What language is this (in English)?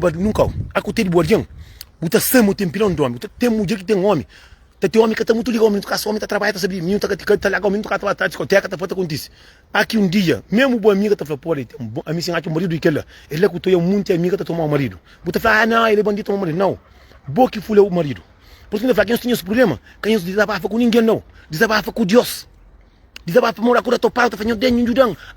Kabuverdianu